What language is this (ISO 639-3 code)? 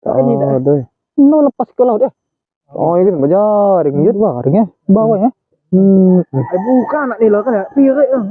mui